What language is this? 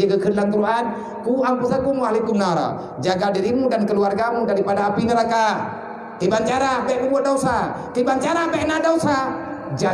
Achinese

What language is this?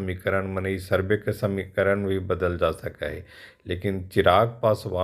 Magahi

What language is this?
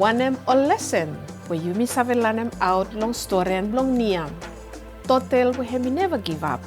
Bislama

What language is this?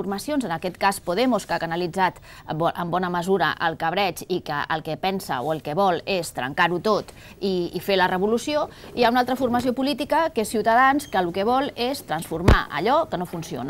Catalan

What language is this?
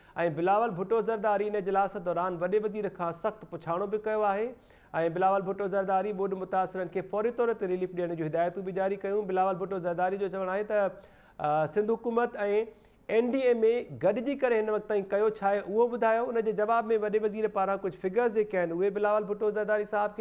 Sindhi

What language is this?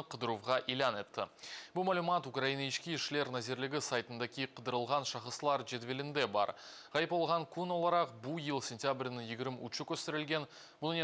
Crimean Tatar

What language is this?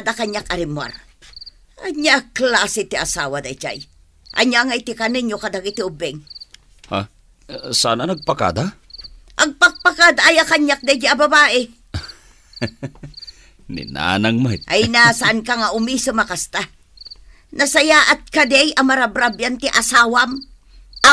Iloko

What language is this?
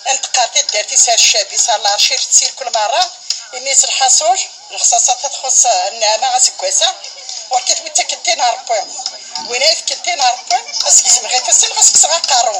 Kabyle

